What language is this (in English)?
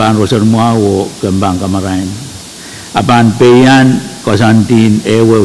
Pohnpeian